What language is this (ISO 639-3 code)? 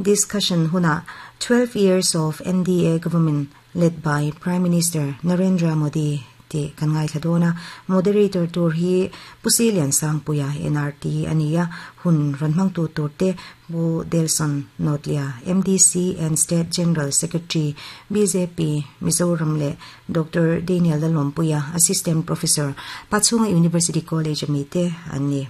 lus